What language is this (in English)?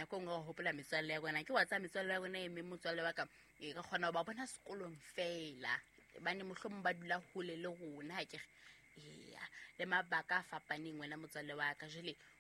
Southern Sotho